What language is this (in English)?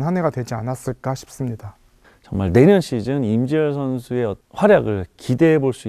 Korean